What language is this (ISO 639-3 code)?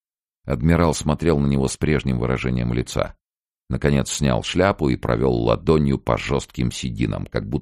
rus